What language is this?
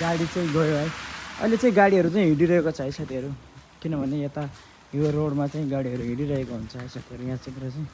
Nepali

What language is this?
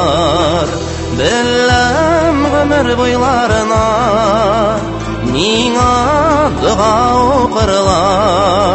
Tatar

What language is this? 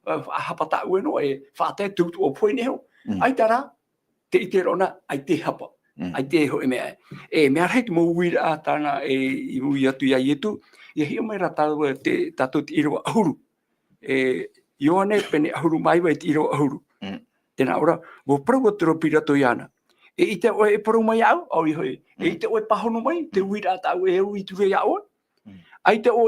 Tahitian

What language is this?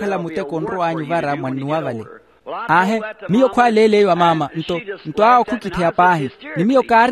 Makhuwa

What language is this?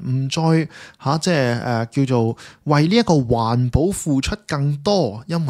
Cantonese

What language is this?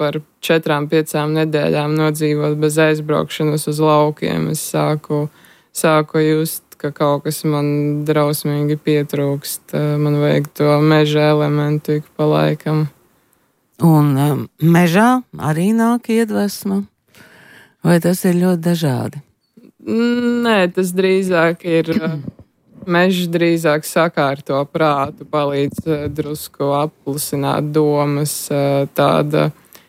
Latvian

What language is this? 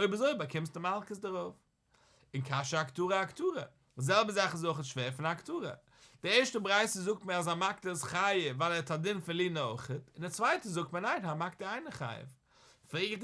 Yiddish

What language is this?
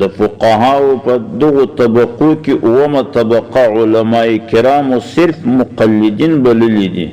Pashto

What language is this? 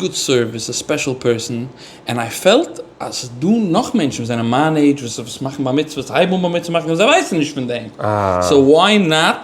Yiddish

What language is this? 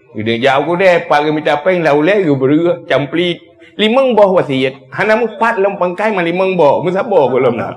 Achinese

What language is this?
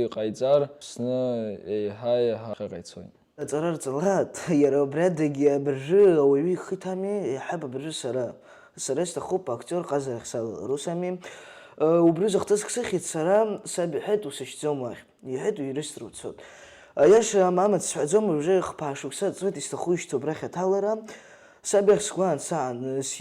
Abkhazian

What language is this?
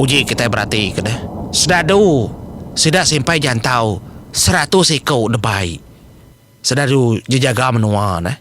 Iban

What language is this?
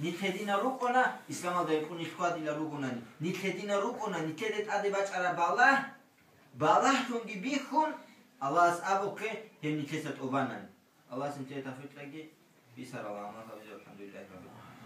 Avaric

